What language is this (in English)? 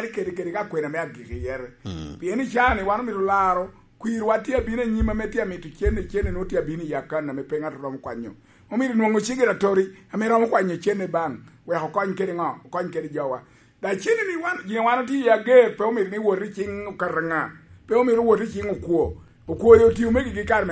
Lango (Uganda)